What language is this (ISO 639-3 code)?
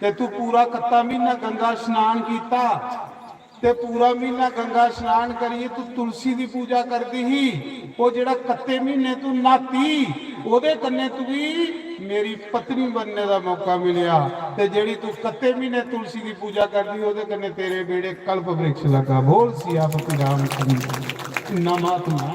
doi